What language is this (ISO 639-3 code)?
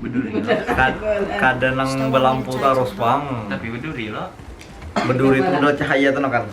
bjn